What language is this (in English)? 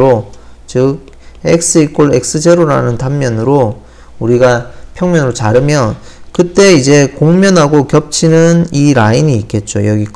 Korean